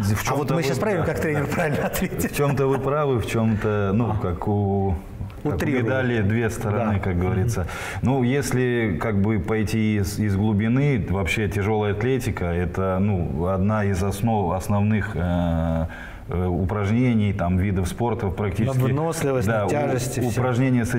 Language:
Russian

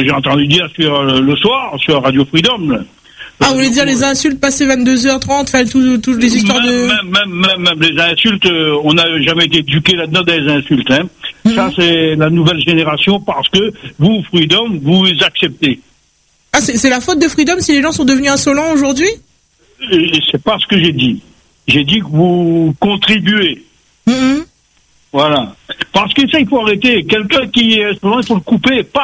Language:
French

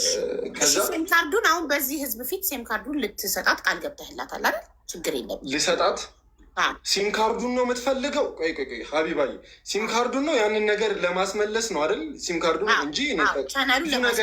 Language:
Amharic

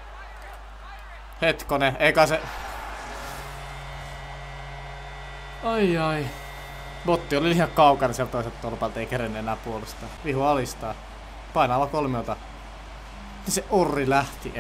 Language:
Finnish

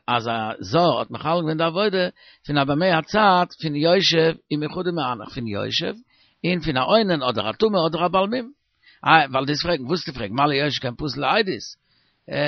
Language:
Yiddish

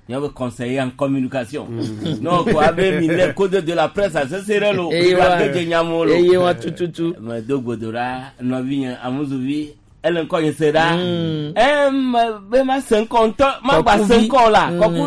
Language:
Gen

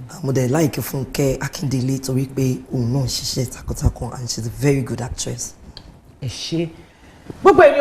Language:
Yoruba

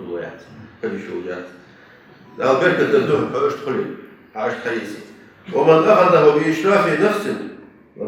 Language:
Ingush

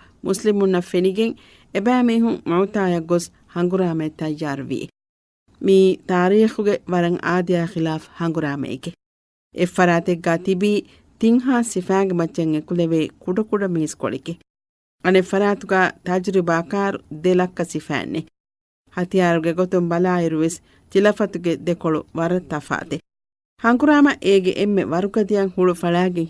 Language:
Divehi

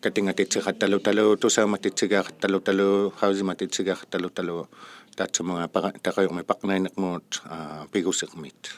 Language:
Inuktitut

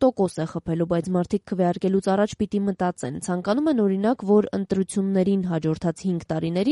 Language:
Armenian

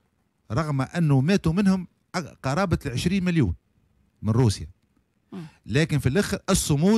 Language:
Tunisian Arabic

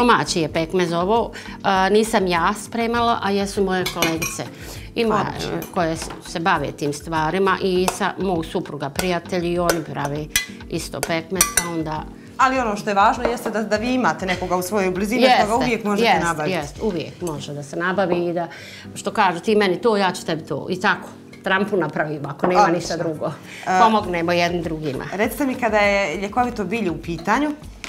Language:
Bosnian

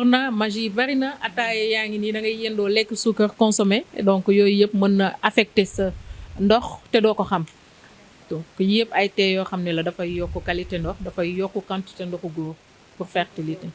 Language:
Wolof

